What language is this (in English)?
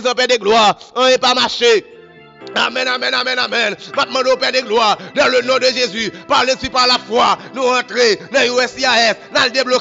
French